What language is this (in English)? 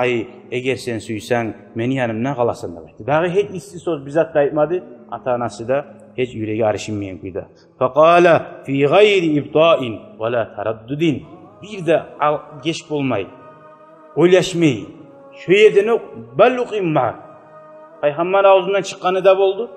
Kumyk